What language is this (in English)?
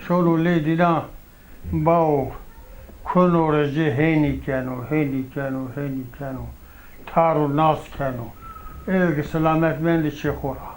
Zaza